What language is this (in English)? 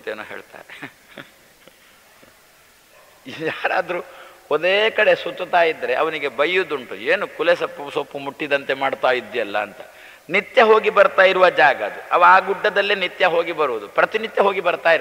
Kannada